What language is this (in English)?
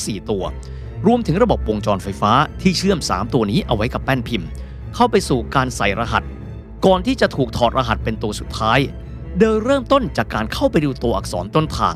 Thai